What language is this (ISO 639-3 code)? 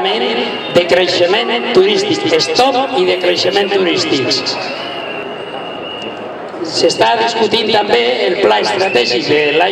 cat